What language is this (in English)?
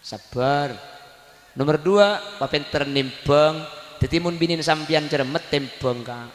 Madurese